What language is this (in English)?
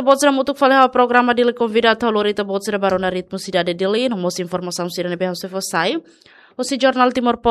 Tetum